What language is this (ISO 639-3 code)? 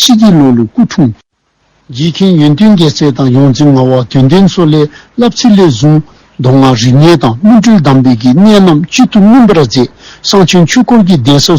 dzo